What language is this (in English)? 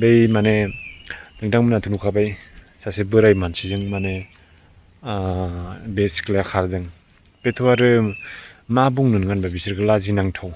Bodo